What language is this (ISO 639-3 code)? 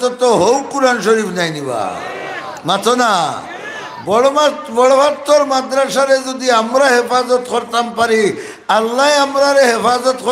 syl